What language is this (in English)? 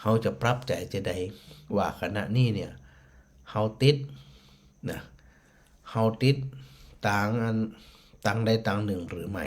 Northern Thai